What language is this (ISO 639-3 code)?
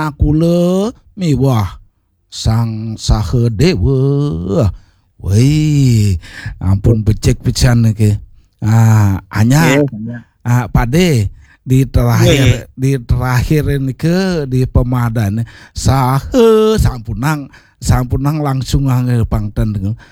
ban